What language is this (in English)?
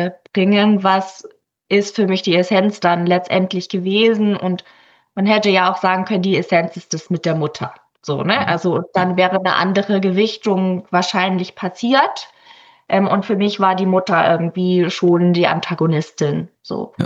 German